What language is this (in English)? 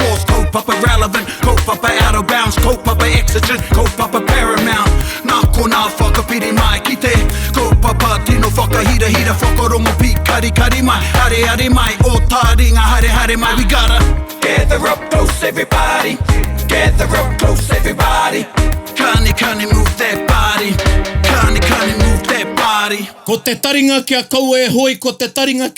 Māori